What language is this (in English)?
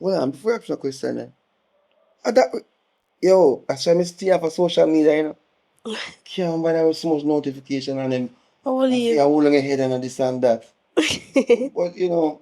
Jamaican Creole English